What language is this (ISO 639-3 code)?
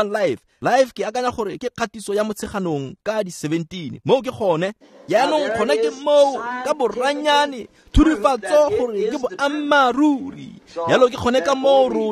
tsn